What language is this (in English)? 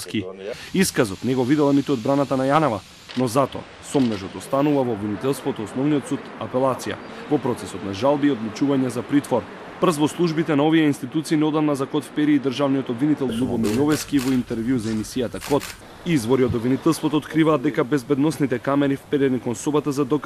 Macedonian